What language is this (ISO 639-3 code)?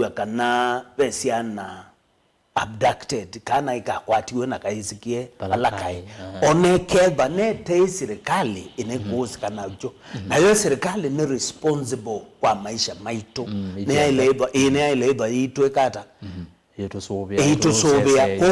kam